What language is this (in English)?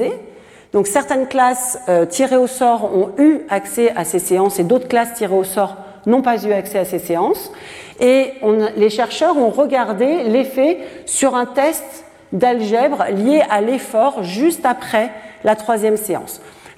French